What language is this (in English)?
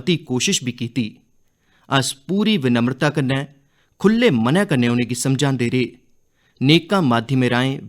Dogri